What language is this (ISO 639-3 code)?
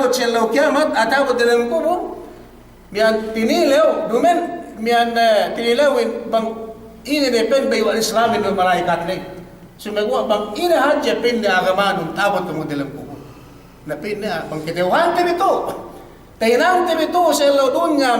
yka